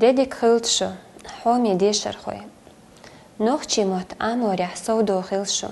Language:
Chechen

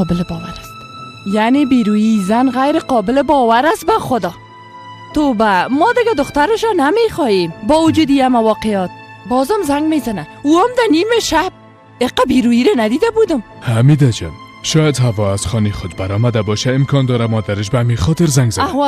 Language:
Persian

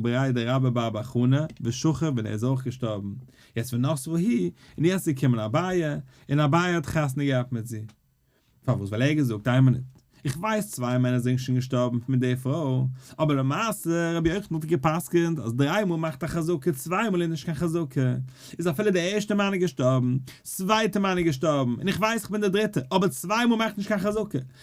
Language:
Yiddish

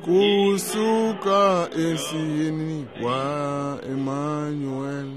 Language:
Tsonga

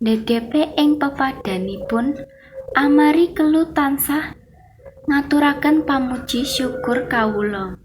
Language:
Javanese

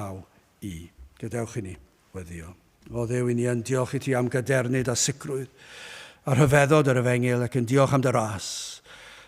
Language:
Welsh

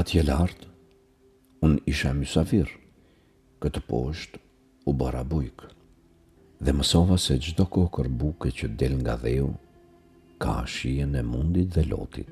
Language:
Albanian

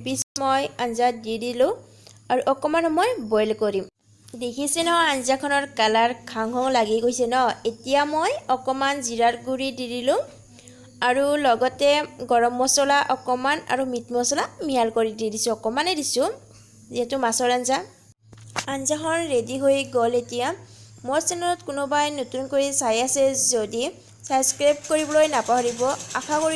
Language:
Assamese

